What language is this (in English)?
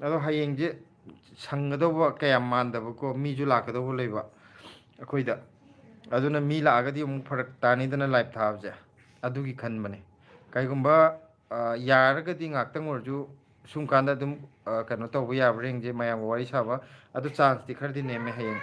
Manipuri